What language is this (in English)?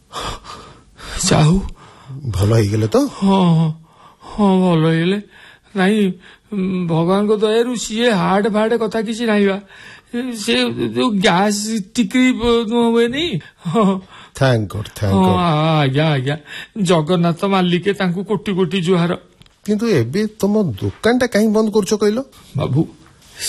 Odia